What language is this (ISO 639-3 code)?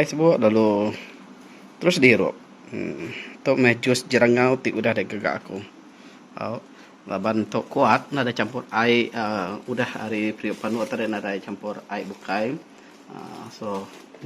iba